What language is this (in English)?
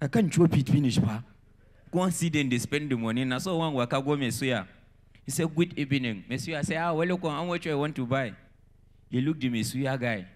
Nigerian Pidgin